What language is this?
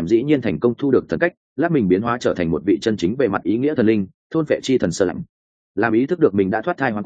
Vietnamese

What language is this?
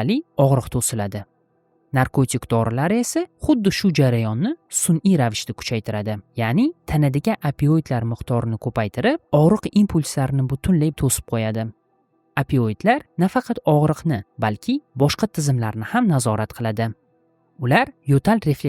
Uzbek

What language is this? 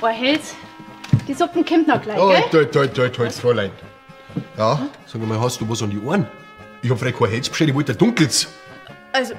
Bavarian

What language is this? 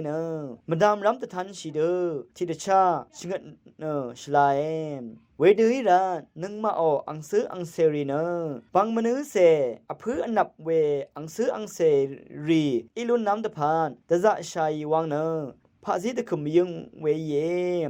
Rawang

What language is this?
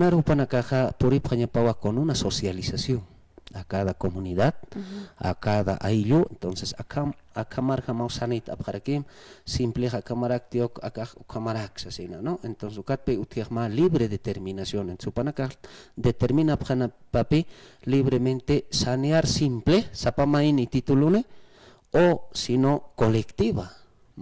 Aymara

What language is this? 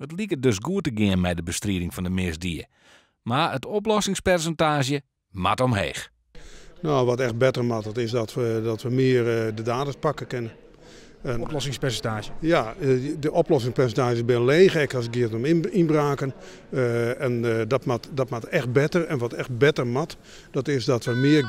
Western Frisian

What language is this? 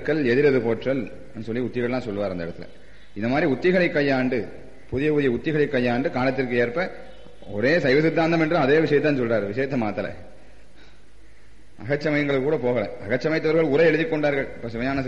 Tamil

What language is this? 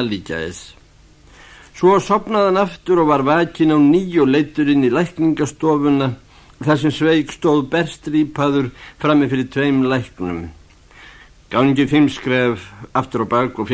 Icelandic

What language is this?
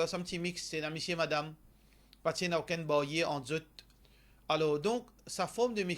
Morisyen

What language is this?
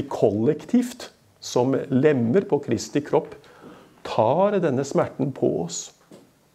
Norwegian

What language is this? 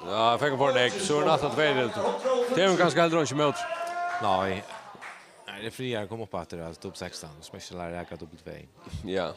Faroese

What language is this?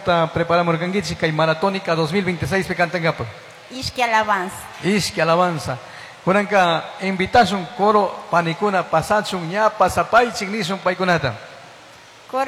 Chimborazo Highland Quichua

